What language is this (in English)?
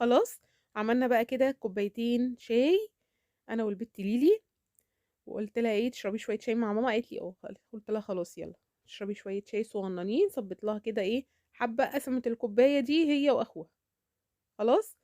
Egyptian Arabic